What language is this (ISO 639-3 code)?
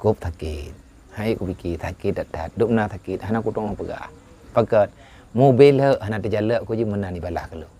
ace